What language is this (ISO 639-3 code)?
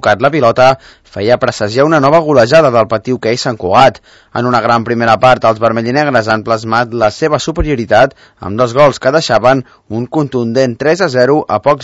cat